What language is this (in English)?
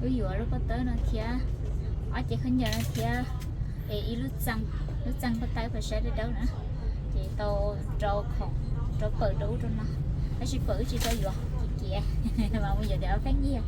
Hmong